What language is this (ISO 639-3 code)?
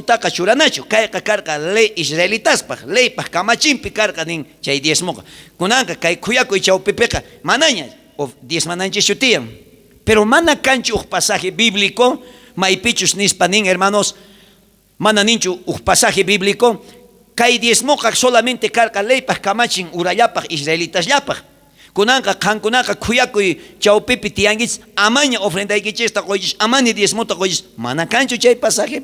quh